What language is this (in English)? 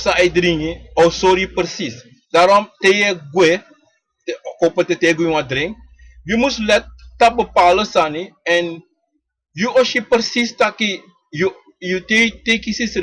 Sranan Tongo